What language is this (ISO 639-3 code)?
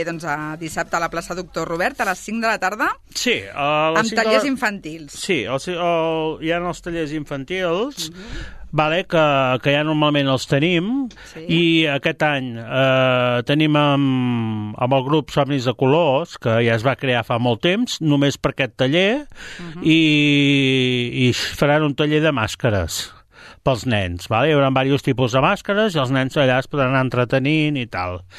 cat